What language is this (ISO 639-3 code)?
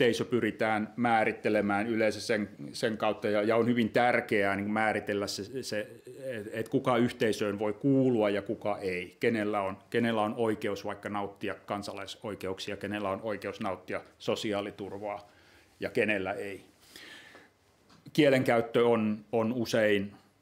fin